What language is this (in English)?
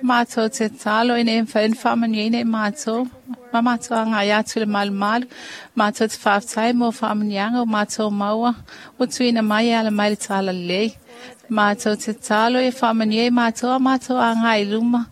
Samoan